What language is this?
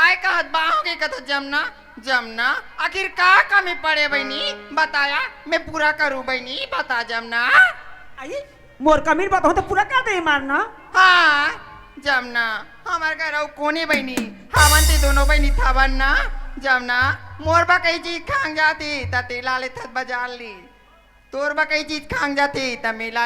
Chhattisgarhi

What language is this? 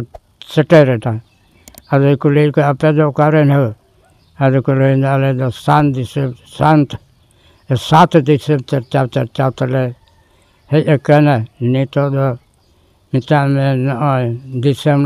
Santali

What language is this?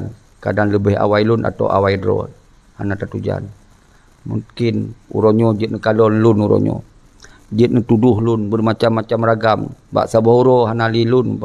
Achinese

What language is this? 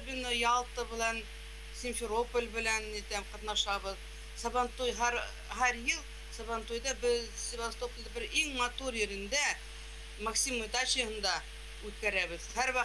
Bashkir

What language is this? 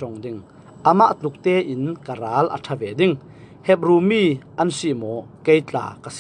Falam Chin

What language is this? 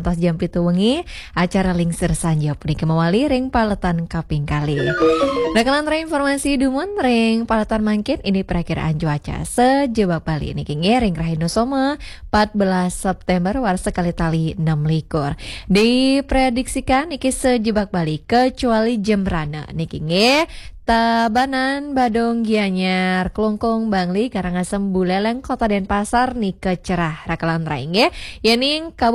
Balinese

